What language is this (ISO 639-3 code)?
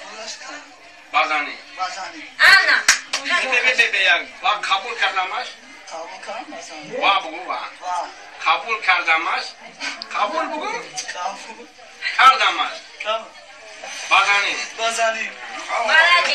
tgk